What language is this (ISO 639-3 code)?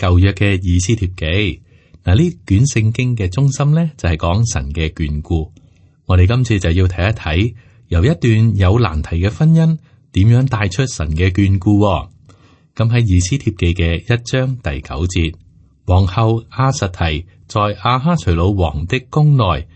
yue